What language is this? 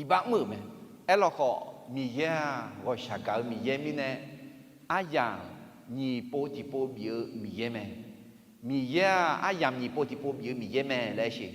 Akha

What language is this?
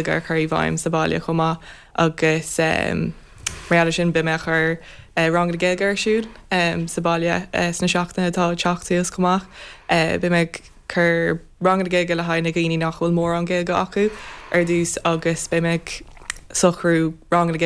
Irish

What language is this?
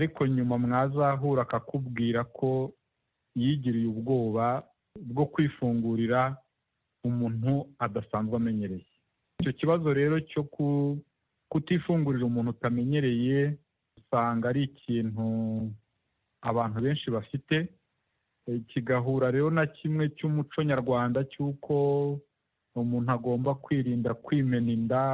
Kinyarwanda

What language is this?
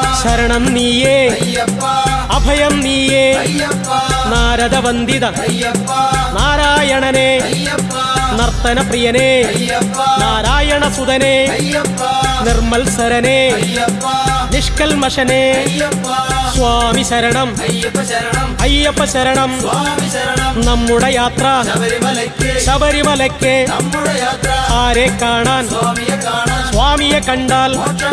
Malayalam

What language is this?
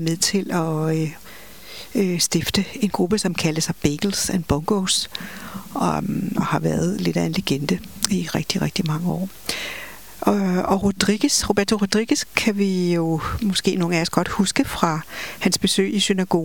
Danish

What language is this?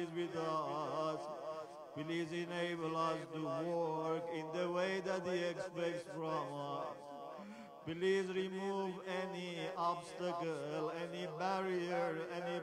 English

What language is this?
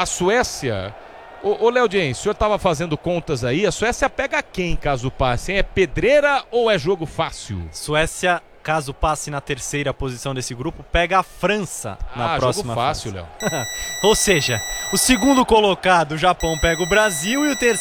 Portuguese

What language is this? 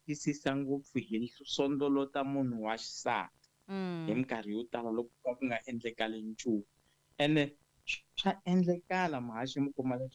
Tsonga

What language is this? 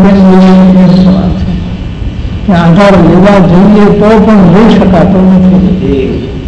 Gujarati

